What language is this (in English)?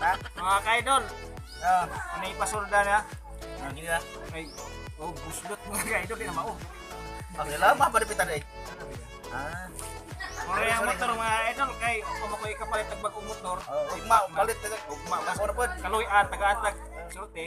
Cebuano